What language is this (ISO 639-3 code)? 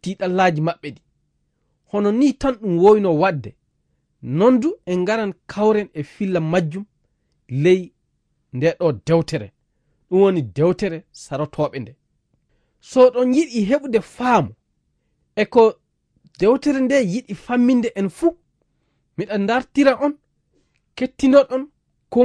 ful